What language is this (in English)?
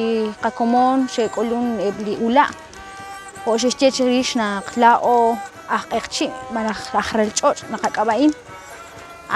Kekchí